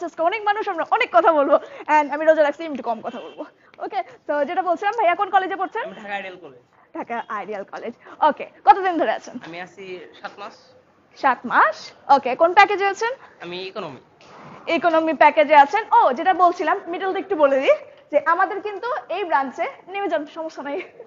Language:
Bangla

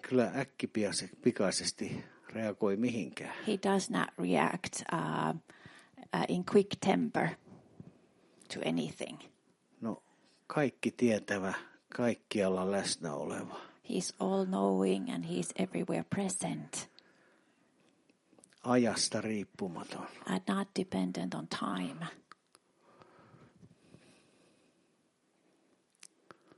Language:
Finnish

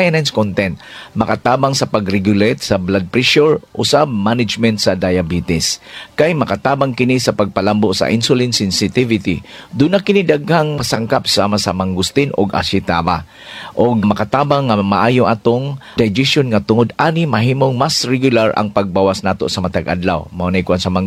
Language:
Cebuano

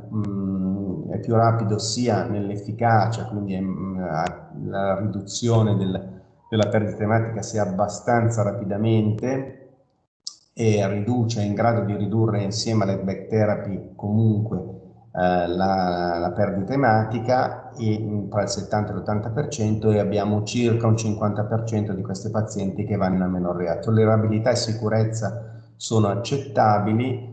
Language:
Italian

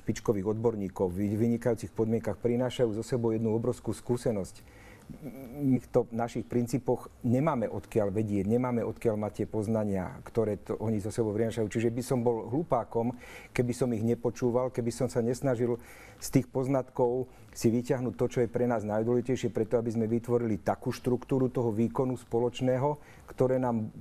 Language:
Slovak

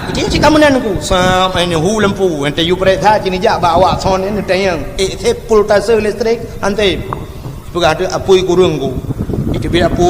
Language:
Achinese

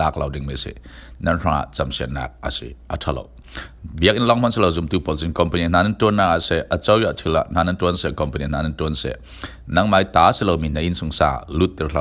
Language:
Falam Chin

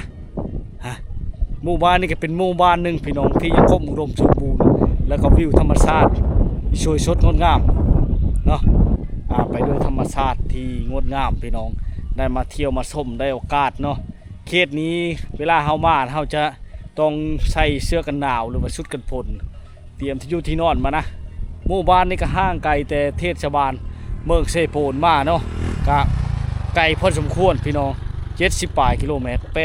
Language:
Lao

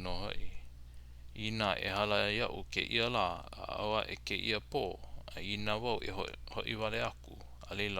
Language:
Hawaiian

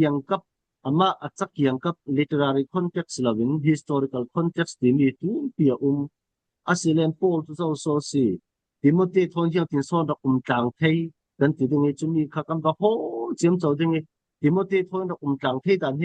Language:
Falam Chin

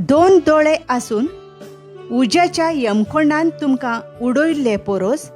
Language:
Konkani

